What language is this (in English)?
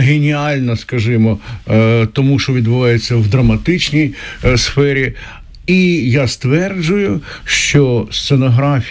Ukrainian